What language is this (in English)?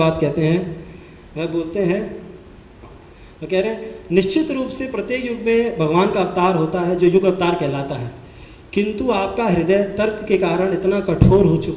Hindi